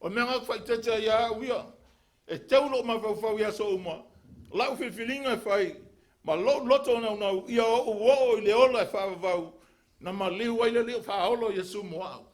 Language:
Samoan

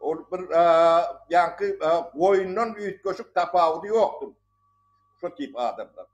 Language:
Turkmen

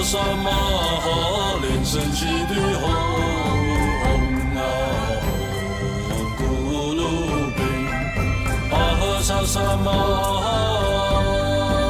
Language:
Chinese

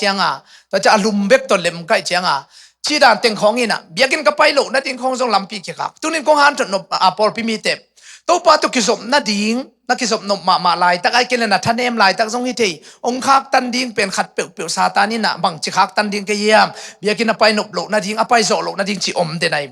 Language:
Tedim Chin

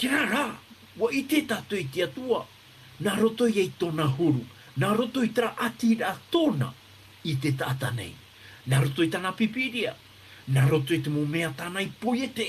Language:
Tahitian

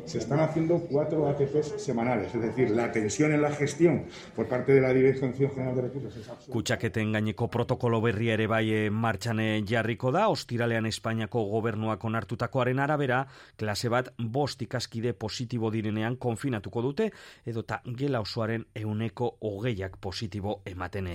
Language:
Basque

